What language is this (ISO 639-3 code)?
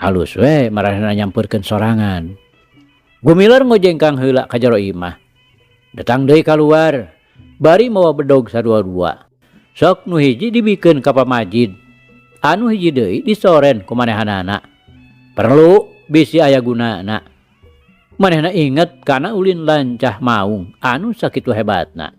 sun